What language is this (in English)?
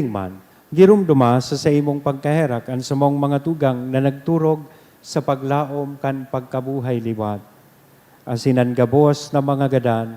Bikol